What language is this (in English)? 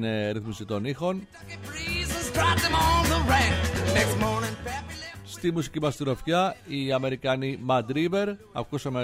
Greek